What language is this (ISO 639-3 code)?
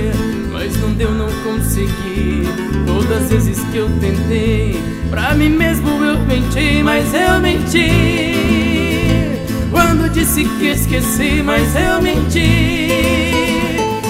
por